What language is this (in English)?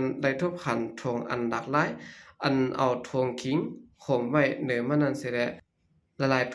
Shan